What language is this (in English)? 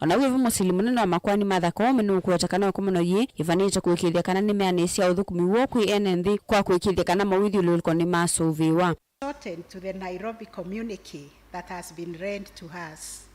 Kamba